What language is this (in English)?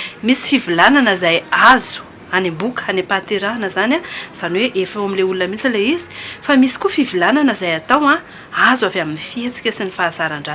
Malagasy